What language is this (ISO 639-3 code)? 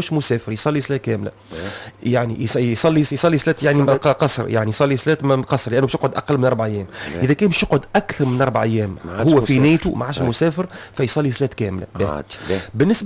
aeb